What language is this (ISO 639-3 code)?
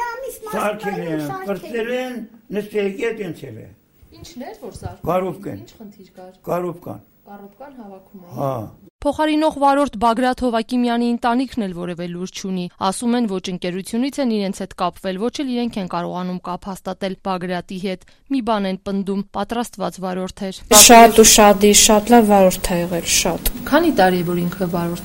hye